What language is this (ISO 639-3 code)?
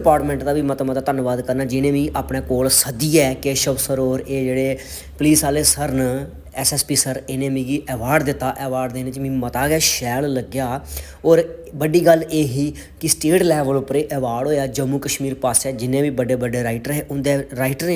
doi